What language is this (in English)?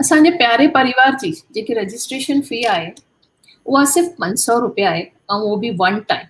Sindhi